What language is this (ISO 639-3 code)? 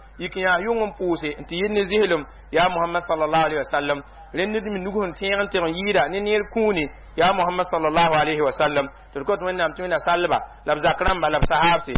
mos